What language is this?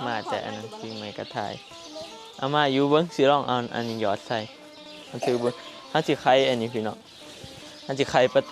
Northeastern Thai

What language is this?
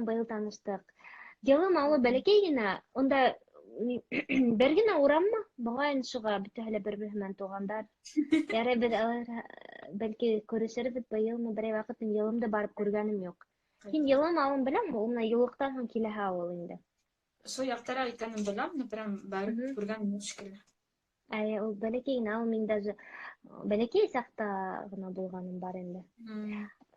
Bashkir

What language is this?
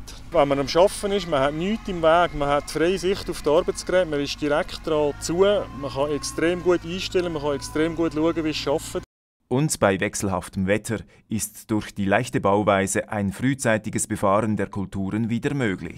Swiss German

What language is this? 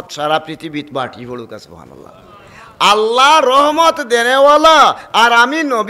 Sylheti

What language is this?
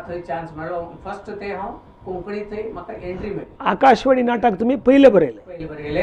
Konkani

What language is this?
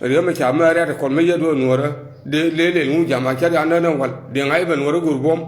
Nuer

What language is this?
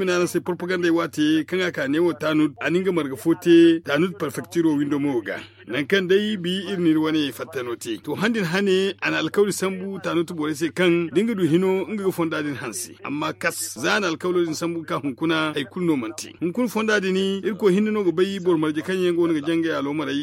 Zarma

